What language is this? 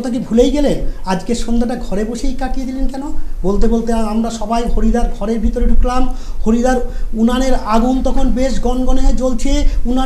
Bangla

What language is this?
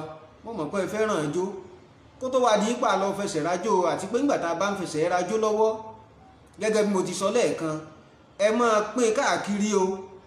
Yoruba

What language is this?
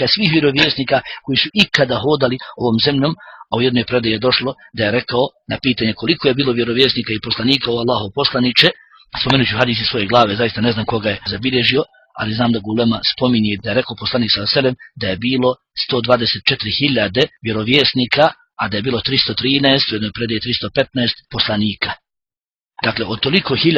Bosnian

